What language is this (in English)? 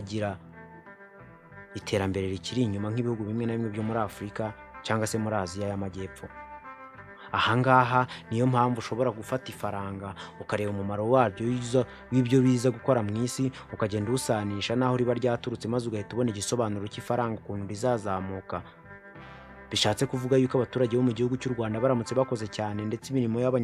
Kinyarwanda